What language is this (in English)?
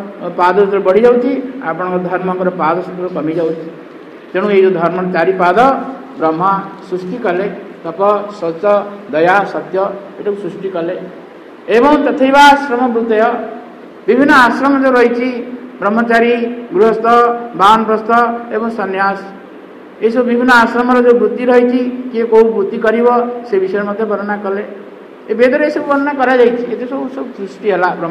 Odia